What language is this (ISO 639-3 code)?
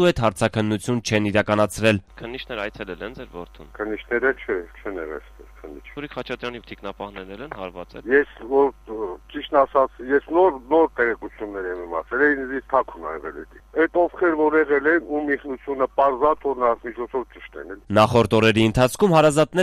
hye